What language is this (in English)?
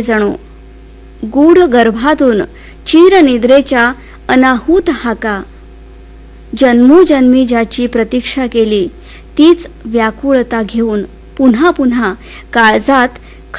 Marathi